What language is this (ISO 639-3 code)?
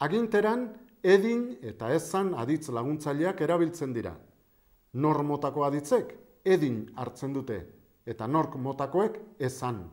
eus